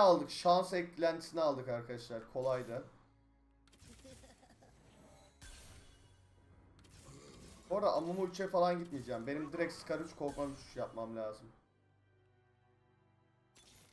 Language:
Turkish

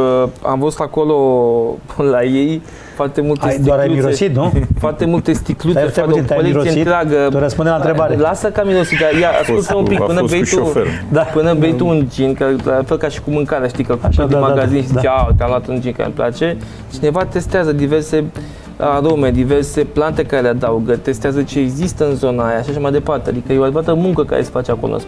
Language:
Romanian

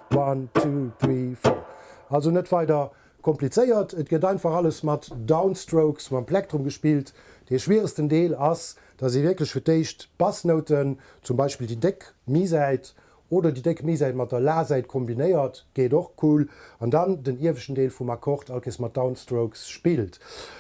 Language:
Luxembourgish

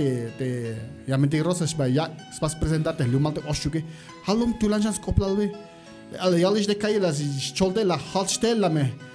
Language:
Tzeltal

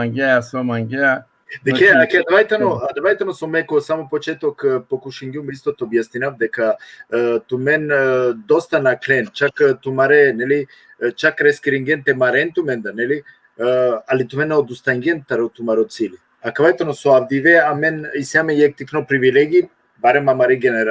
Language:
Balkan Romani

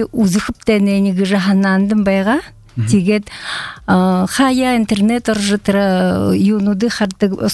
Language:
Buriat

